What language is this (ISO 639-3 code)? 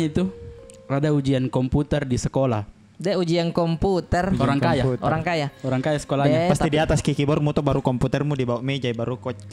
mfp